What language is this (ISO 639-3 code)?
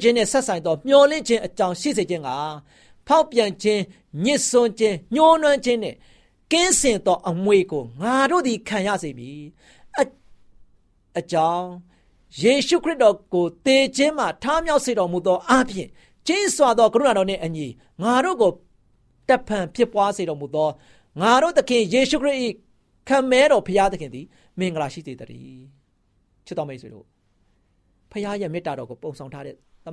mya